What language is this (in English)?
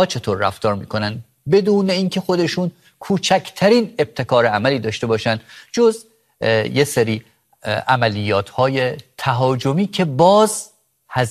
Persian